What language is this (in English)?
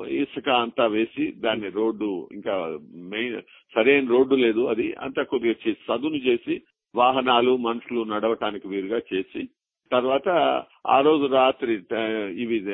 Telugu